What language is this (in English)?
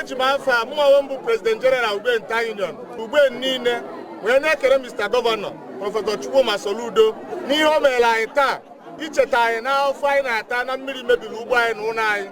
Igbo